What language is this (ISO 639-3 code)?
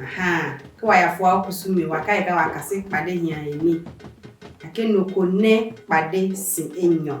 ada